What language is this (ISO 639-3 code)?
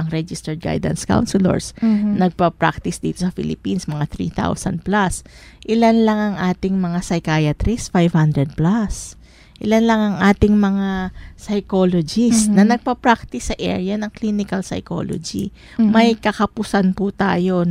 fil